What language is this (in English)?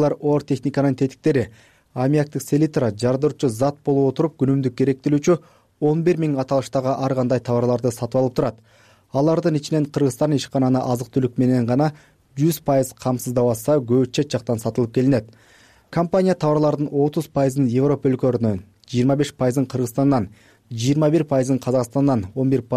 Kyrgyz